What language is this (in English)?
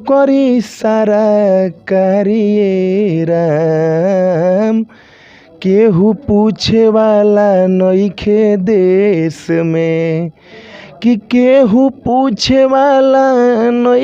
Bhojpuri